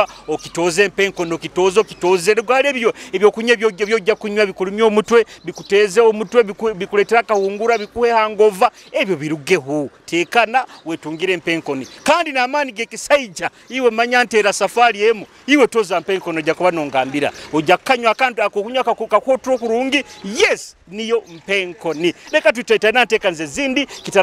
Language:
Nyoro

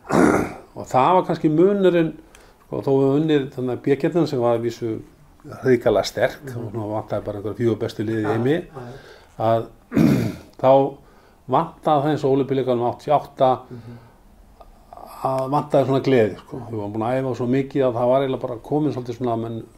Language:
Icelandic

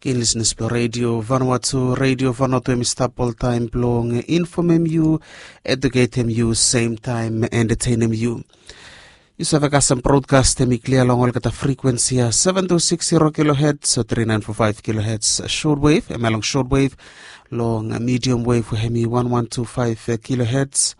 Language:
Bislama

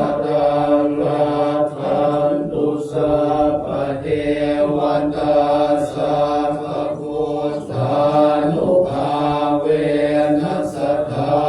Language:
Pali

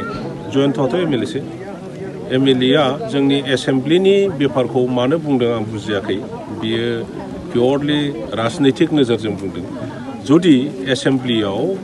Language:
Bodo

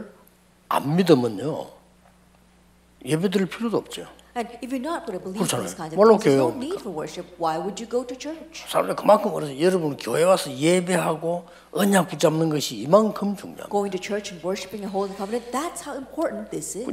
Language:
Korean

